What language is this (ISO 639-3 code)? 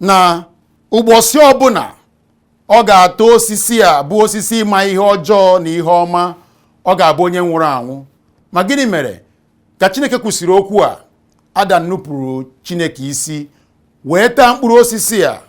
ibo